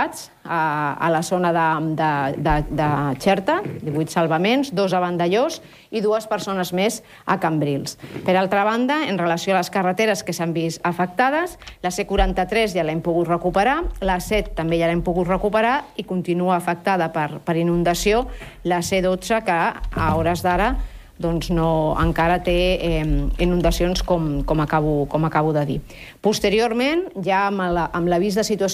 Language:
Catalan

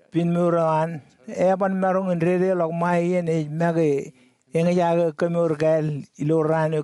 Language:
Marshallese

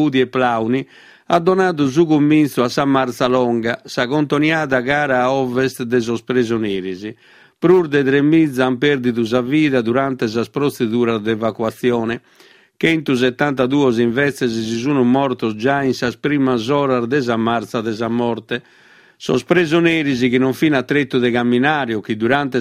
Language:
Sardinian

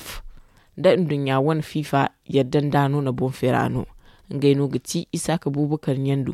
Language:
Zarma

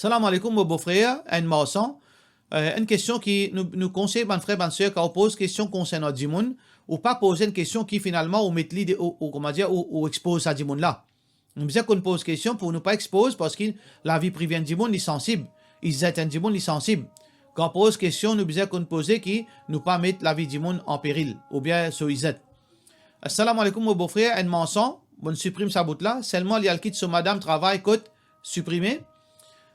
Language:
Morisyen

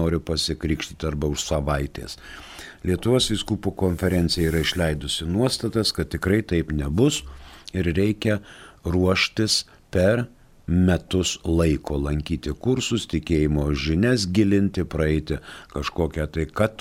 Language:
Lithuanian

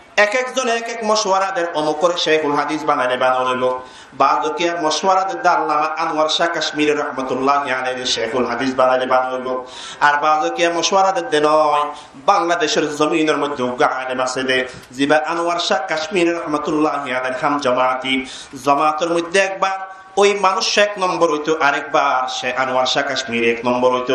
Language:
Rohingya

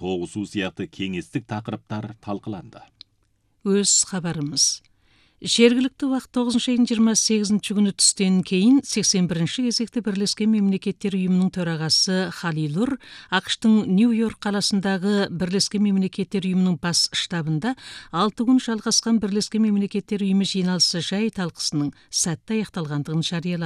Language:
Kazakh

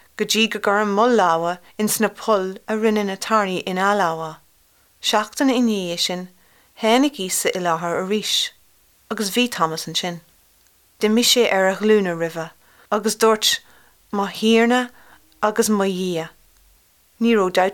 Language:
Irish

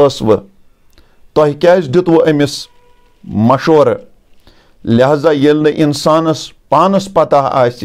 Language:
Kashmiri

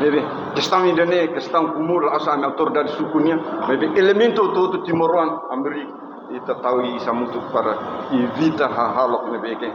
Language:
Tetum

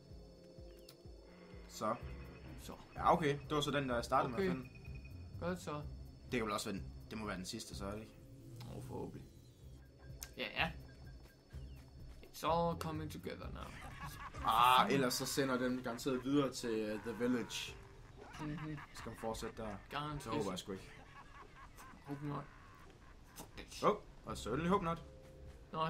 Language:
Danish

